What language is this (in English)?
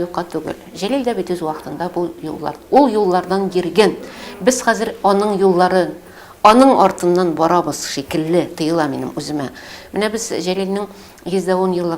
Tatar